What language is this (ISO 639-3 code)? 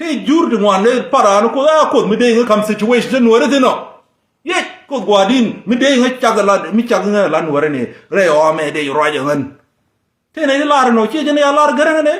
nus